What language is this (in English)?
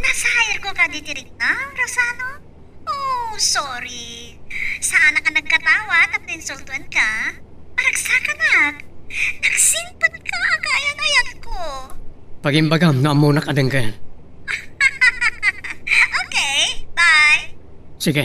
Iloko